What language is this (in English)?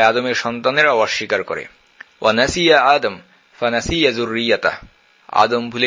Bangla